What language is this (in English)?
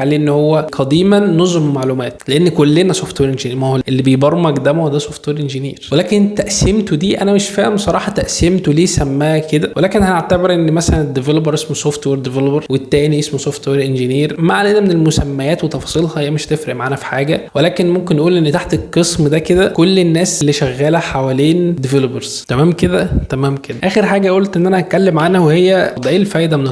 Egyptian Arabic